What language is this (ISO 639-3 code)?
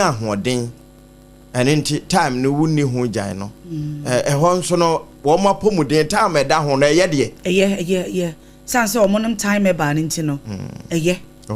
aka